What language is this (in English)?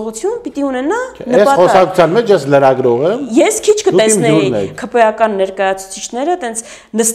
Armenian